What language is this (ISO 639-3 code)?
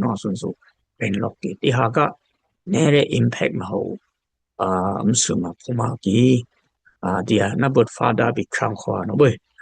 dis